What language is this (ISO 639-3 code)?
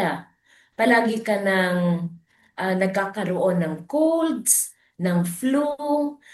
fil